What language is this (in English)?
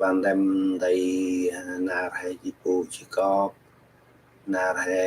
Central Mnong